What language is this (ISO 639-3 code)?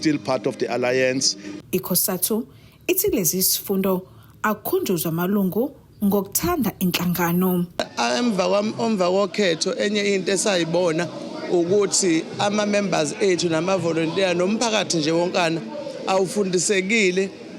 zul